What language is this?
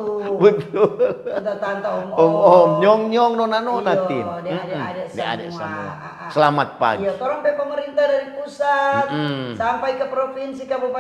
Manado Malay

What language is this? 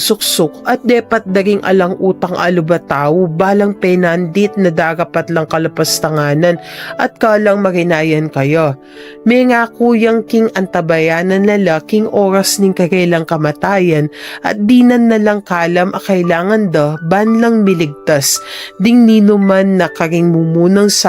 Pampanga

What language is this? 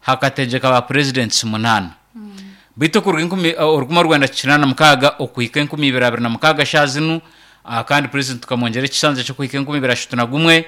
Nyankole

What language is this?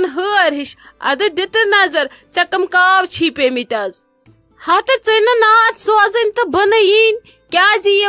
Kashmiri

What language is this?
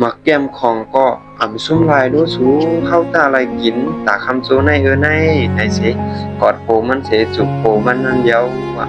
Shan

